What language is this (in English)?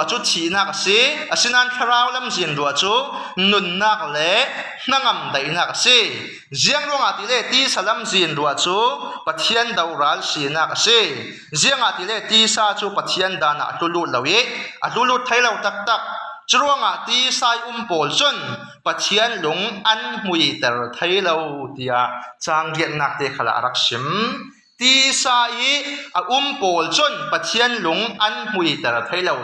Falam Chin